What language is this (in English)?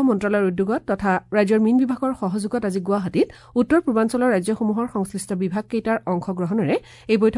Assamese